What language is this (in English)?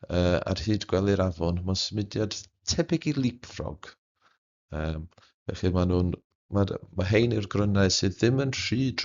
Welsh